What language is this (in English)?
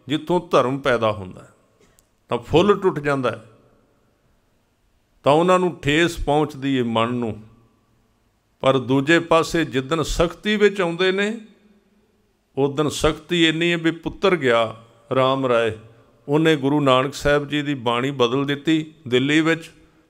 Punjabi